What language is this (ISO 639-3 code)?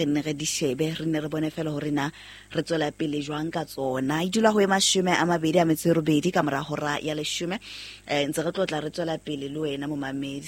sot